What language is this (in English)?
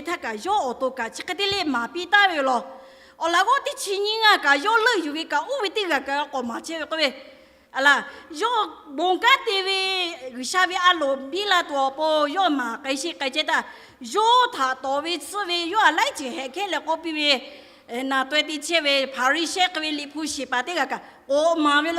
Lahu